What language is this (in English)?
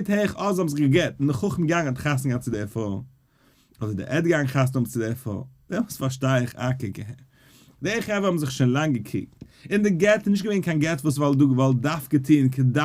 Yiddish